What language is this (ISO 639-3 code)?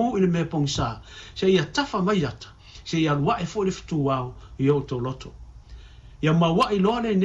smo